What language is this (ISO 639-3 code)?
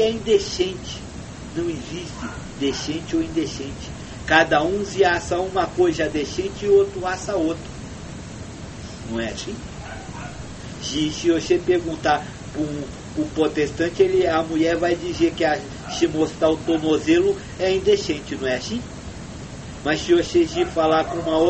por